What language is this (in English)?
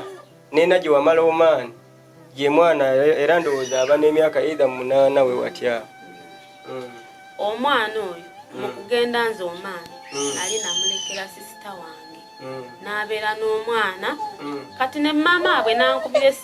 Ganda